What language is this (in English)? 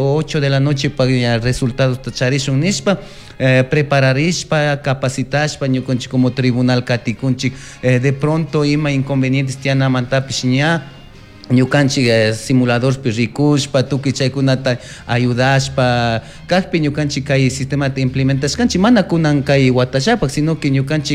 Chimborazo Highland Quichua